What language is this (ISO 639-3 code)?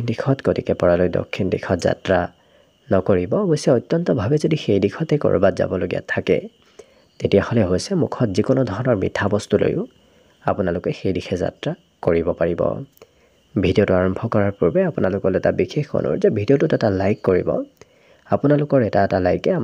asm